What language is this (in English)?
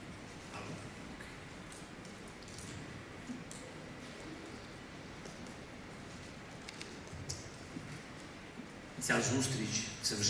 Ukrainian